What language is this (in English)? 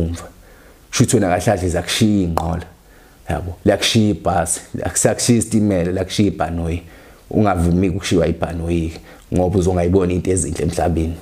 Zulu